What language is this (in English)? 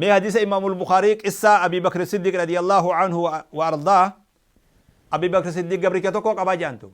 Oromo